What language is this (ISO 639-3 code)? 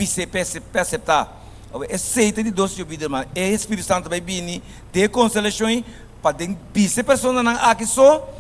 pap